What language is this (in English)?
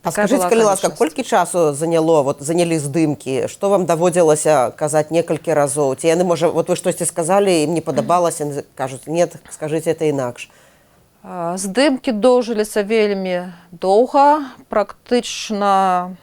Belarusian